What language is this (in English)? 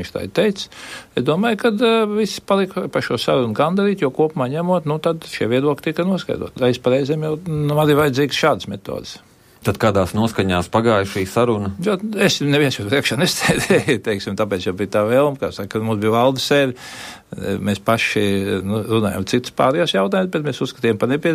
Latvian